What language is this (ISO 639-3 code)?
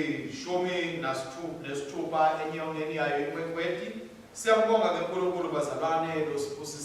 ssw